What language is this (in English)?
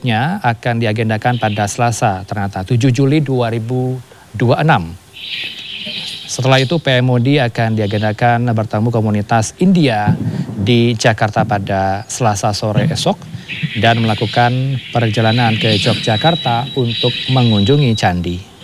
Indonesian